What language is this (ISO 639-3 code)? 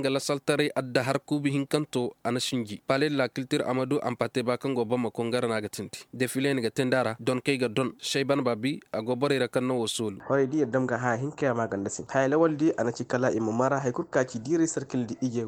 ses